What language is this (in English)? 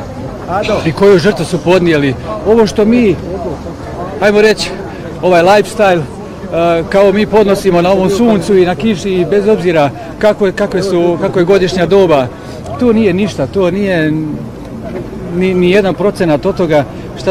Bosnian